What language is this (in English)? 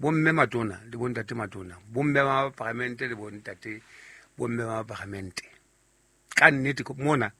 Southern Sotho